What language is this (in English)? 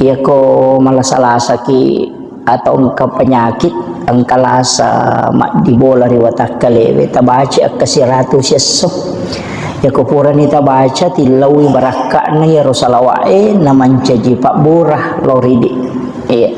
Buginese